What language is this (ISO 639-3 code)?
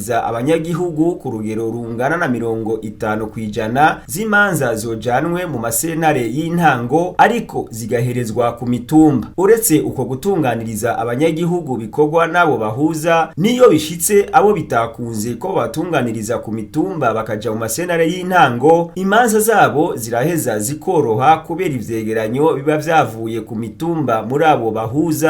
run